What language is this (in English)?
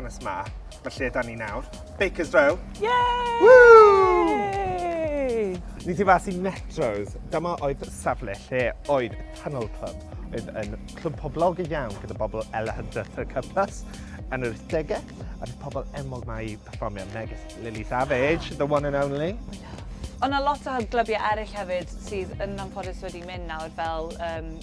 Welsh